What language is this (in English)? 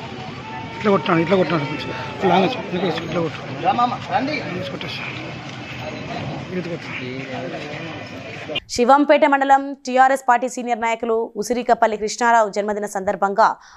Telugu